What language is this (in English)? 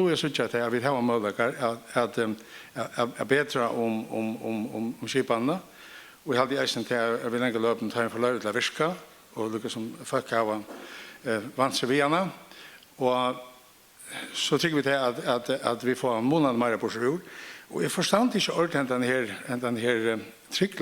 Faroese